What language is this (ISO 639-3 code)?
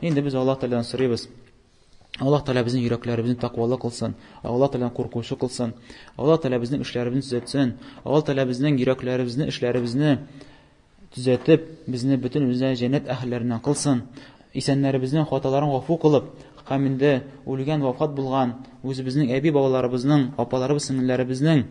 tat